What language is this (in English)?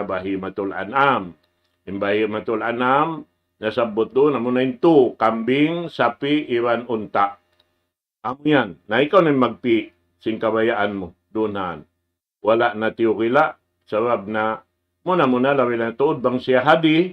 Tausug